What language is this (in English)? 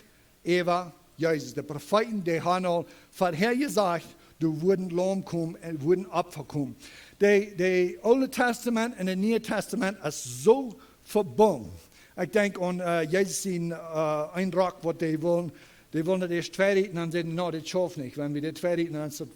Plautdietsch